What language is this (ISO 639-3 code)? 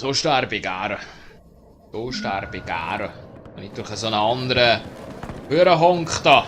gsw